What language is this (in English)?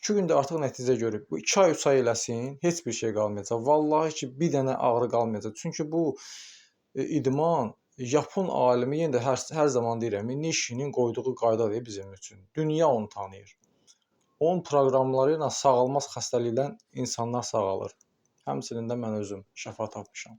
Azerbaijani